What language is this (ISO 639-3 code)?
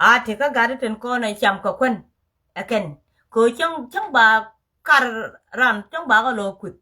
nus